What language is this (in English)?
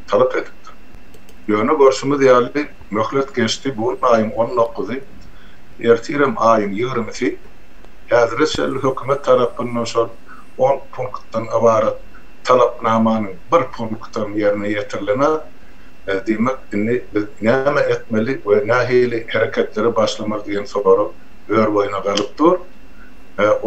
Turkmen